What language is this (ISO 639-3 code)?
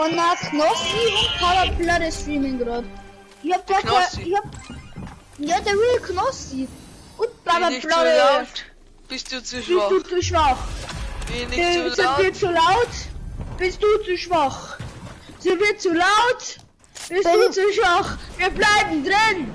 bar